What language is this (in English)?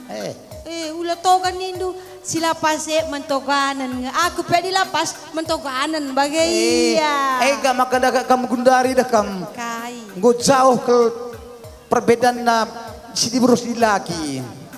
Batak Karo